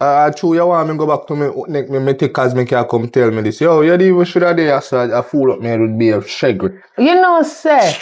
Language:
Jamaican Creole English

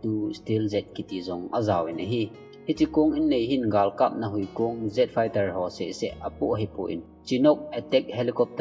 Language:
Thado Chin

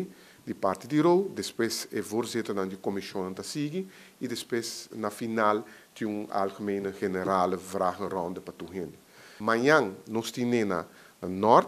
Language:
Papiamento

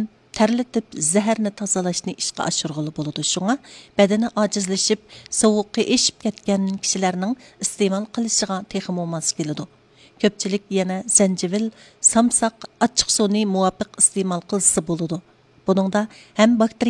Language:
Uyghur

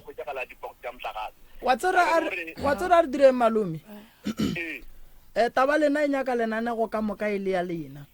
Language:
Northern Sotho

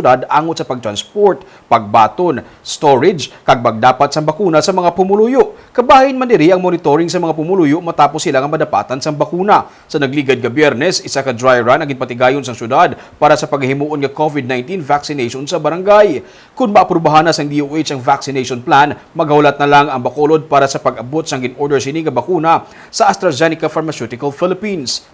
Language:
Hiligaynon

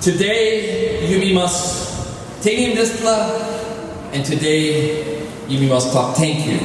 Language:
Tok Pisin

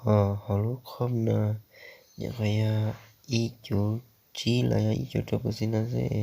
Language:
Hmong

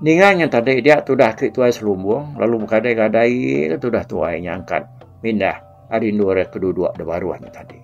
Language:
Iban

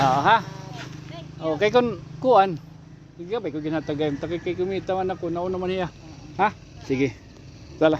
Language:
Waray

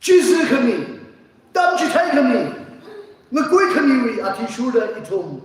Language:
Tangkhul Naga (India)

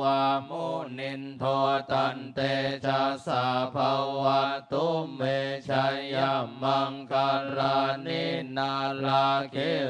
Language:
Pali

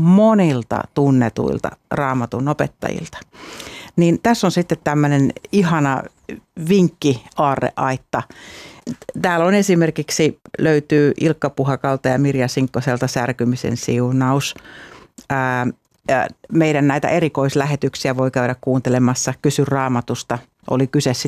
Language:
Finnish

